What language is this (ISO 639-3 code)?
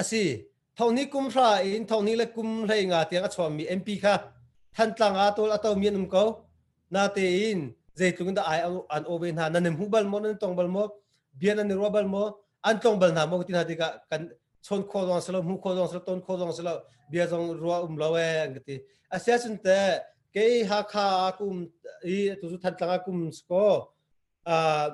cnh